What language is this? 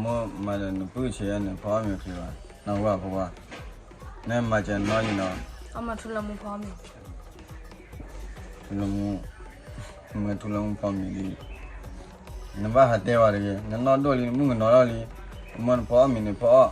S'gaw Karen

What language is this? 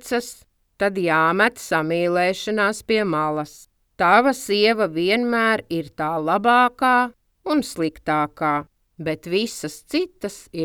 Latvian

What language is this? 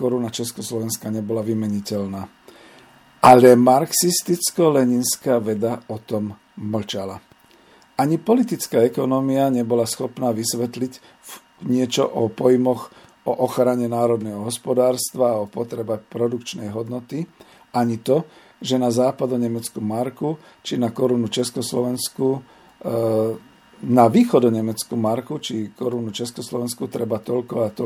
Slovak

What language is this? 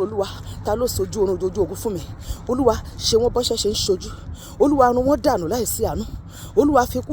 Yoruba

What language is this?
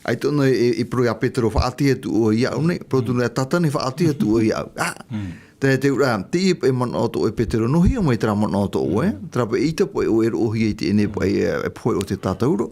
Tahitian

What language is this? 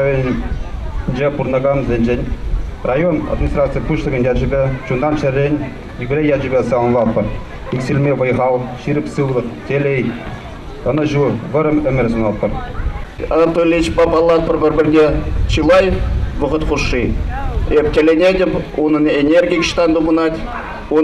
Chuvash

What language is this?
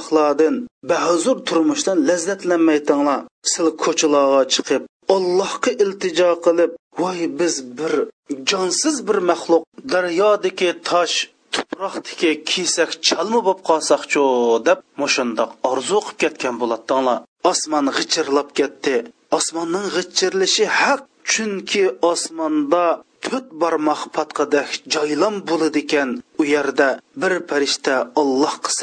Uyghur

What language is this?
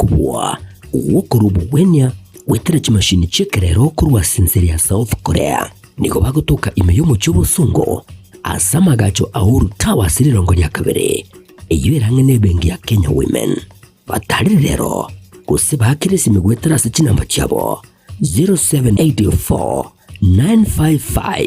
Gusii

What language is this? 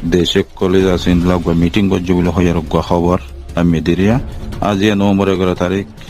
Rohingya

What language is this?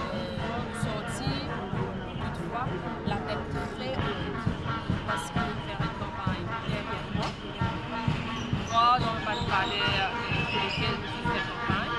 Morisyen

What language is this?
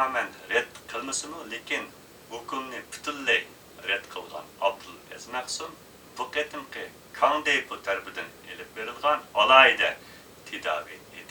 Uyghur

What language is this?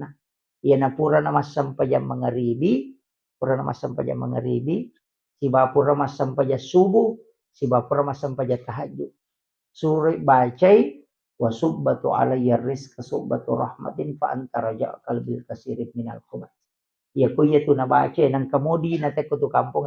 Buginese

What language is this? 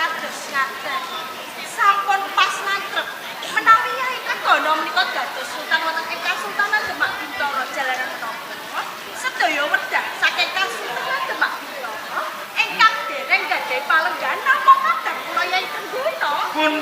Javanese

